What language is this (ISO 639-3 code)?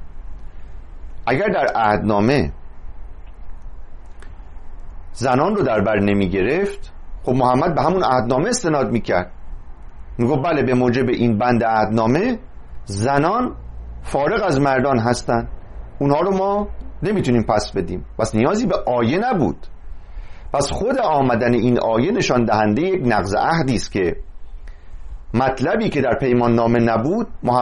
fas